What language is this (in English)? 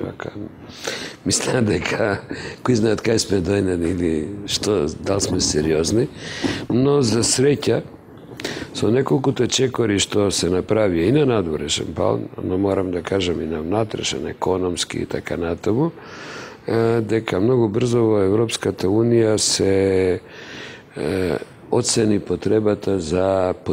Macedonian